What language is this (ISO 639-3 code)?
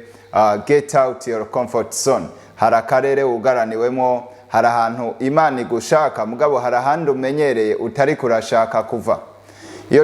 run